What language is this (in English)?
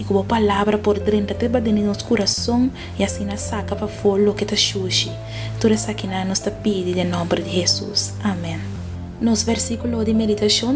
Papiamento